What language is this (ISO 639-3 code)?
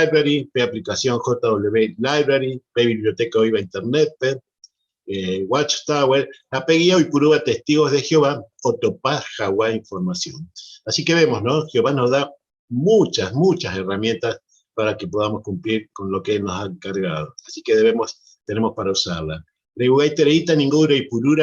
grn